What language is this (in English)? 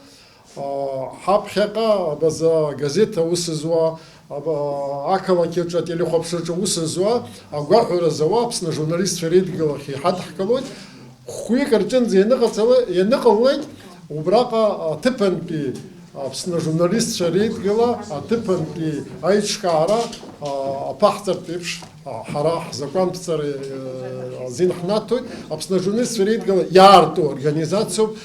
Abkhazian